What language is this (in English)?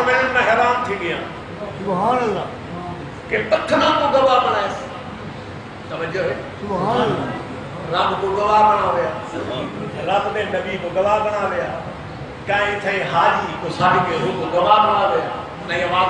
Saraiki